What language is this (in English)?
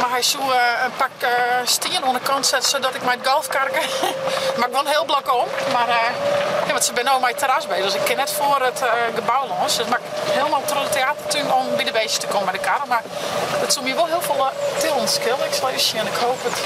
Western Frisian